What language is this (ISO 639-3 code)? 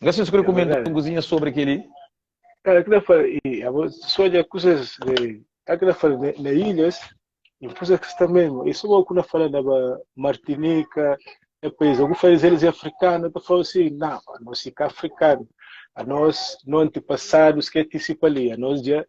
kea